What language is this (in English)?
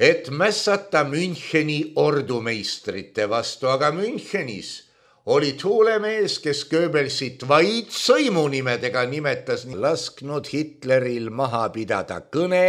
Estonian